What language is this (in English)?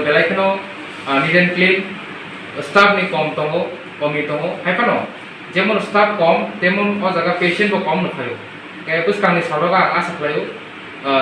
Kok Borok